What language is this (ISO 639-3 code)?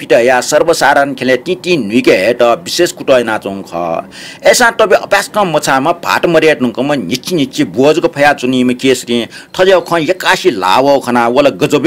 new